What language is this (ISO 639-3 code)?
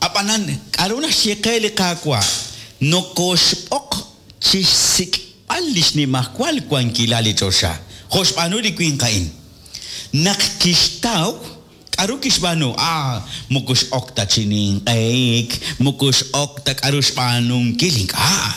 kek